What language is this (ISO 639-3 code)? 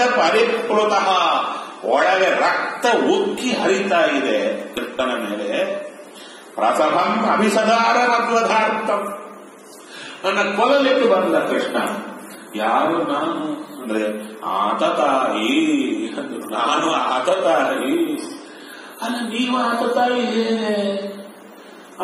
kan